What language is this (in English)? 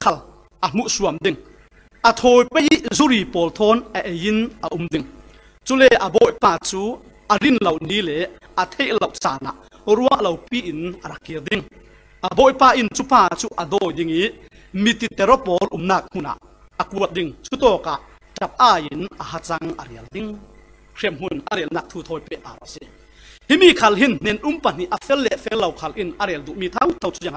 Falam Chin